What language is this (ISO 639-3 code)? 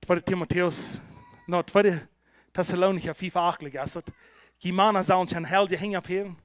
pdt